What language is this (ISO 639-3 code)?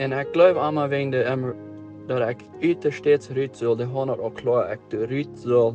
pdt